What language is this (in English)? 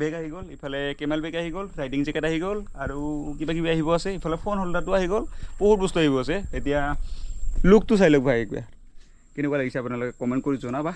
Assamese